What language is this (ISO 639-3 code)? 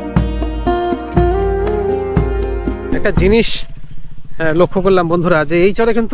ben